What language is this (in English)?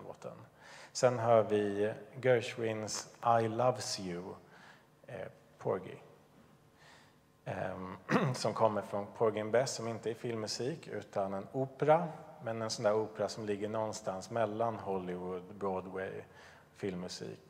Swedish